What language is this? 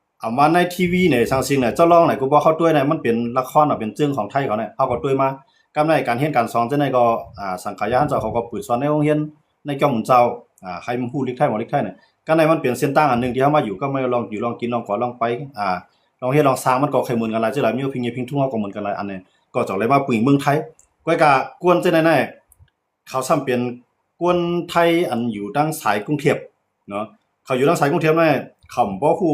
Shan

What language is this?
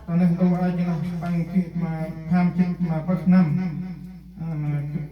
Central Mnong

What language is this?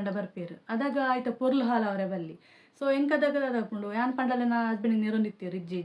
Tulu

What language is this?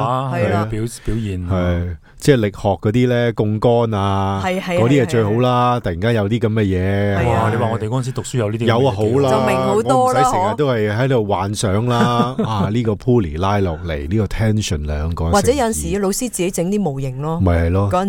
Cantonese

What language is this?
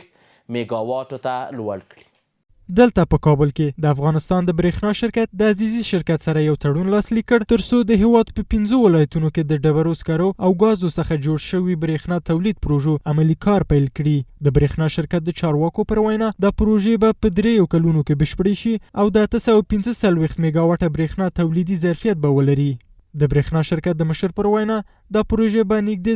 Pashto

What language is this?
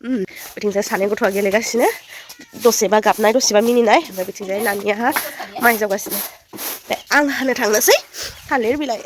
Bodo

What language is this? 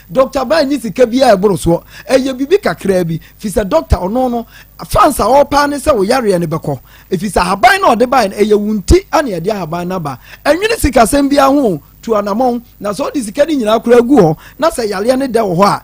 Akan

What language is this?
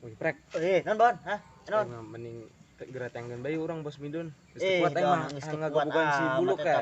Sundanese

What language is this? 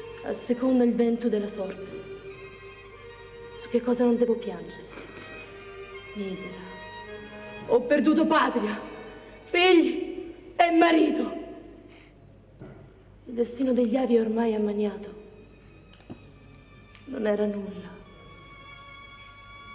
Italian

